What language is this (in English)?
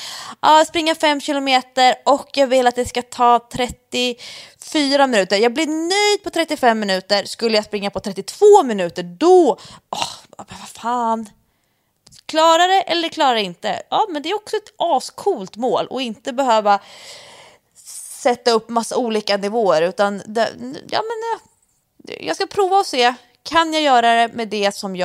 Swedish